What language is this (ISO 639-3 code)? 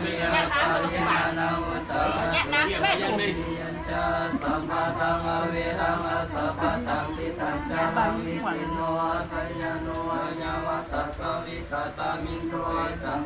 pli